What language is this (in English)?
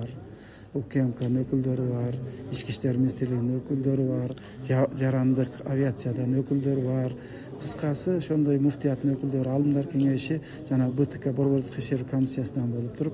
Kyrgyz